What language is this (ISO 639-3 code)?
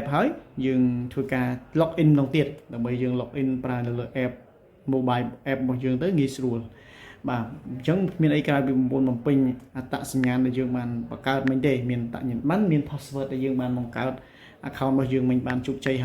khm